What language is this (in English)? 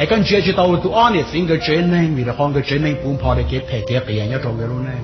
Hmong